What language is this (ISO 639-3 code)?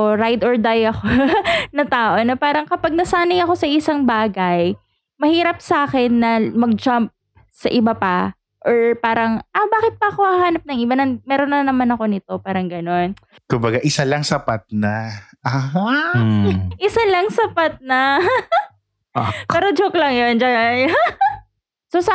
fil